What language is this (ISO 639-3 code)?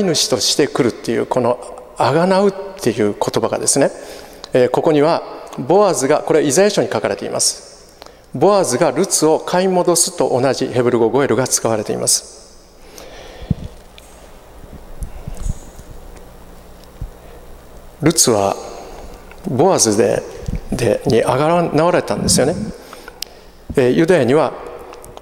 jpn